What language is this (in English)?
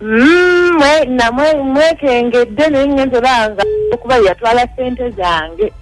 Ganda